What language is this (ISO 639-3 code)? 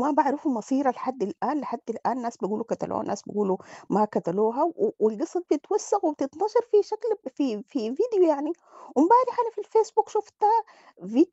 apd